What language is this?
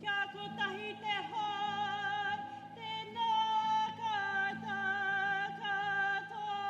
Māori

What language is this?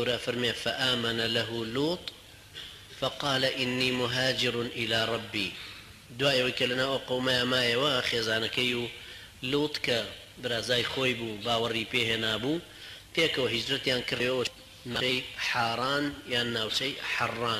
Central Kurdish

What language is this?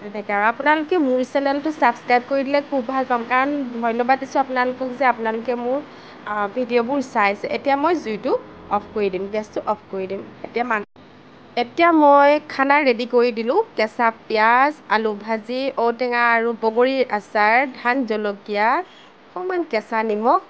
Assamese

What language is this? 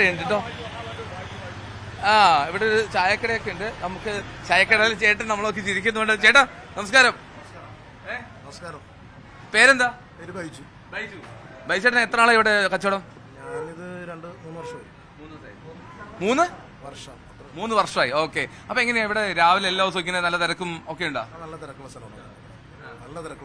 Malayalam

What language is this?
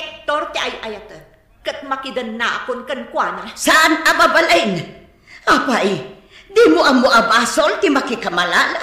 Iloko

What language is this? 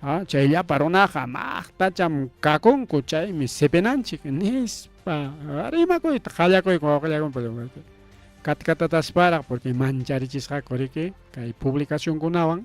Ayacucho Quechua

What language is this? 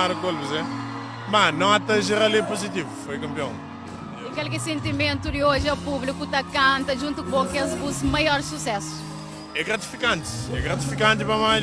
Kabuverdianu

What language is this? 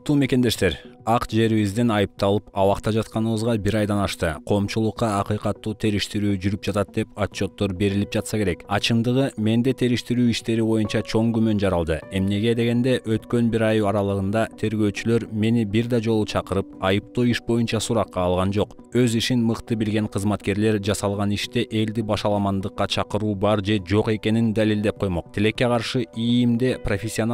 Kyrgyz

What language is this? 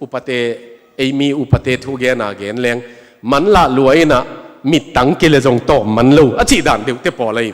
Tedim Chin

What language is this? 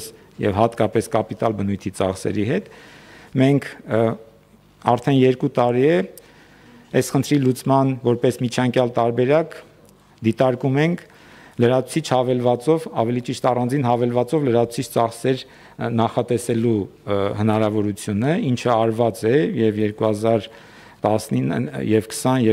Armenian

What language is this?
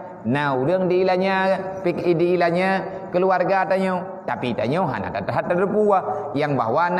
Achinese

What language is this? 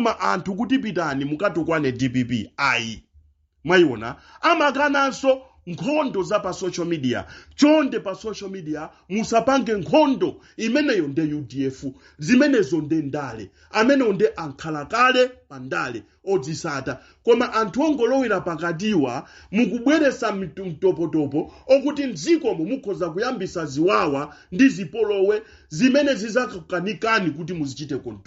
Nyanja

